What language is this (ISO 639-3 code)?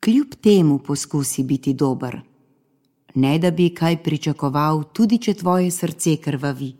slv